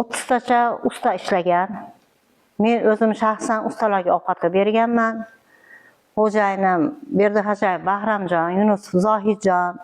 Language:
Uzbek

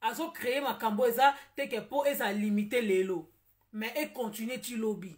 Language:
Lingala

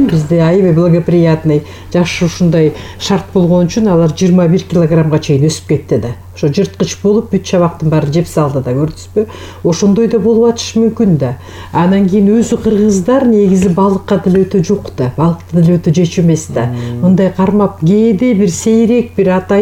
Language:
Kyrgyz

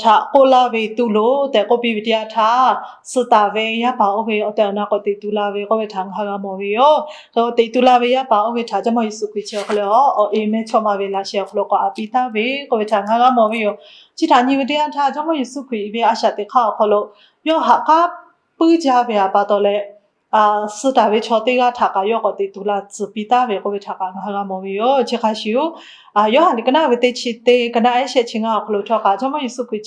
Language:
Lahu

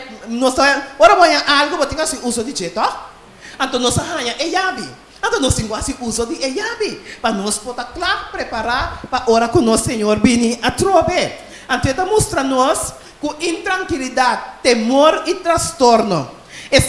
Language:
Papiamento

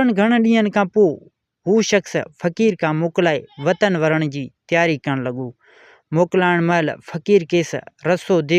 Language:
Sindhi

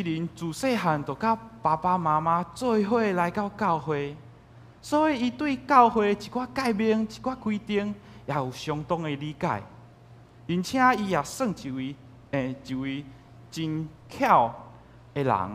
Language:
Min Nan Chinese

